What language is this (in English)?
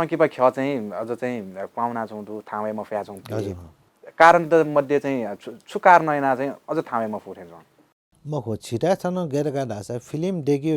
Newari